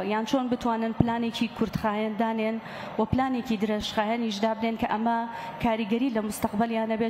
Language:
Central Kurdish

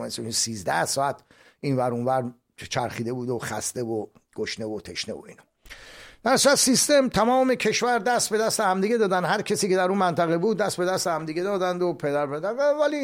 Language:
Persian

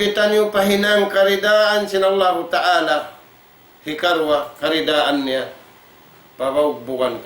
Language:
Tausug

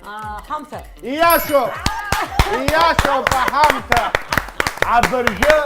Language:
Abkhazian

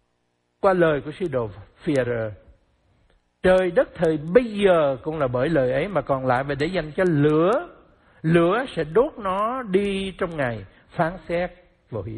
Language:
Vietnamese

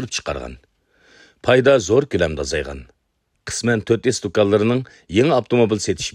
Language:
Uyghur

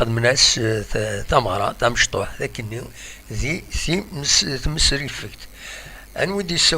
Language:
Kabyle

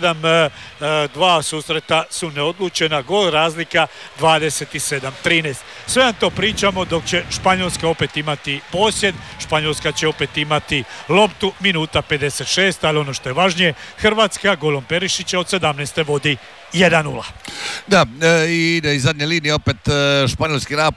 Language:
Croatian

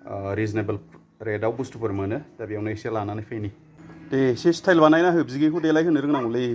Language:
Bodo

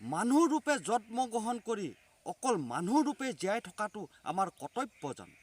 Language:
Assamese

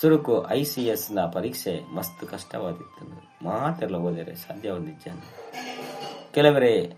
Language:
Tulu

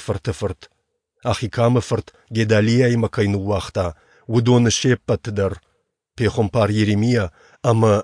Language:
Ossetic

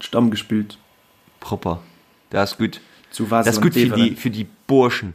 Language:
Luxembourgish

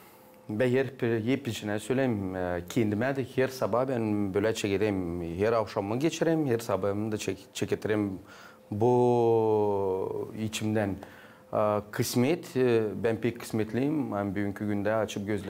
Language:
Gagauz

